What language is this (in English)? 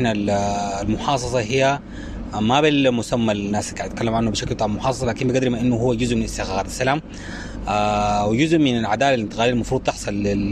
Sudanese Arabic